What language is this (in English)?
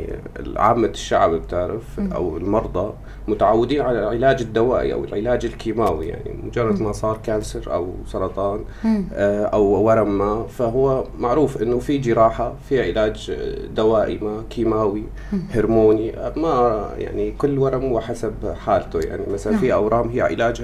North Levantine Arabic